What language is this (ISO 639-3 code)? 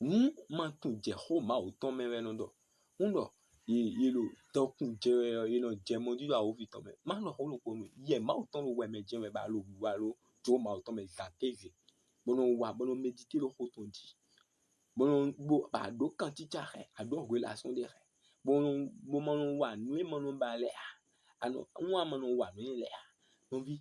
fon